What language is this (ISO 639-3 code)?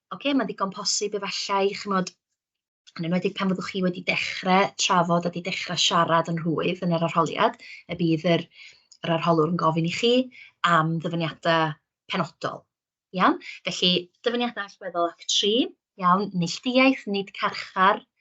cym